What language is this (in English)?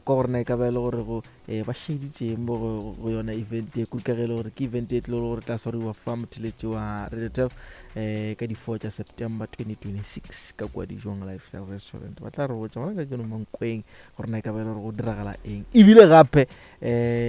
Northern Sotho